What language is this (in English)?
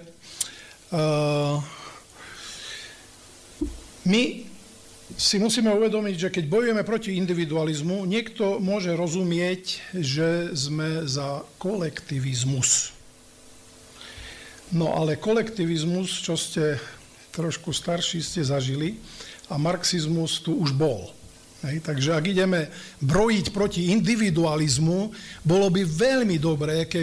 Slovak